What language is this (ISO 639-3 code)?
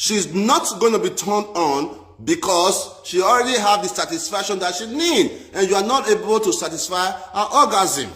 pcm